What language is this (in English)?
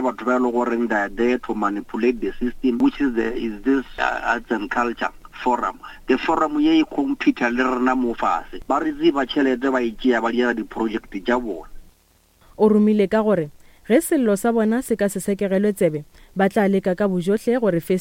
Northern Sotho